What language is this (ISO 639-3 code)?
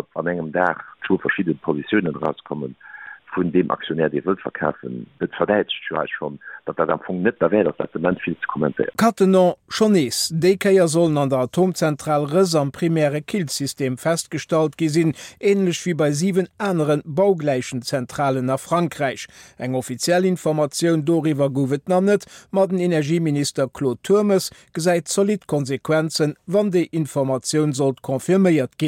ltz